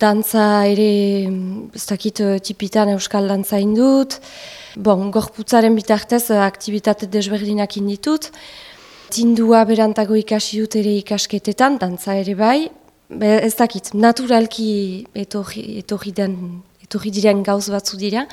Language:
Basque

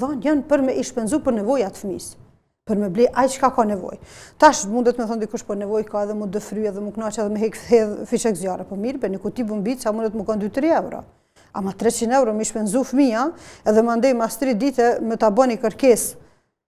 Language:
Albanian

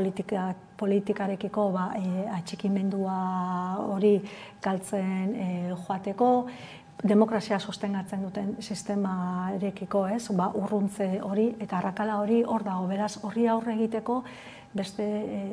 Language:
Basque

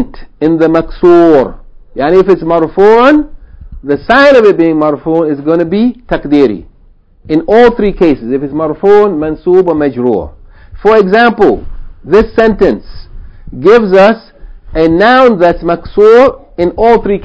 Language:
English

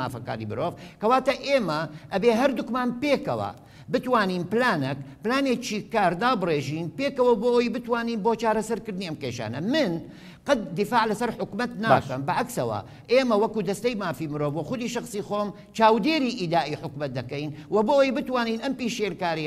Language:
Central Kurdish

